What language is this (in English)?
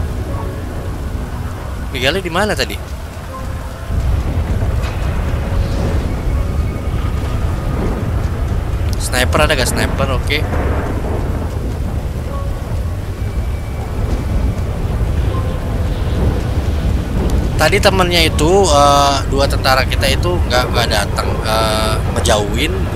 Indonesian